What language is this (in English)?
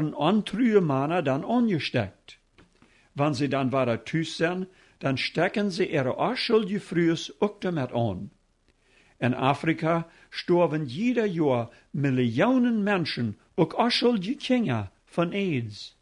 Plautdietsch